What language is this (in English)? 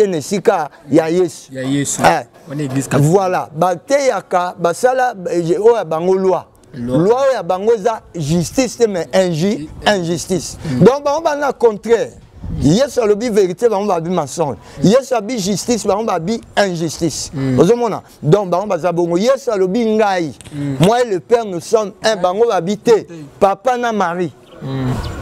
Lingala